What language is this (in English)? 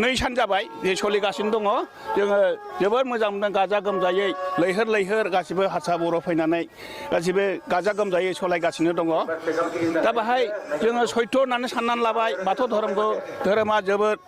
Bodo